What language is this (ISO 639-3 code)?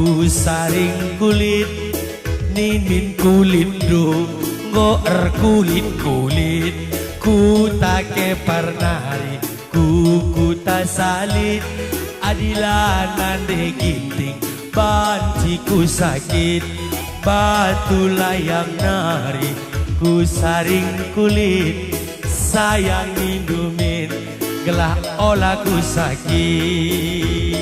btx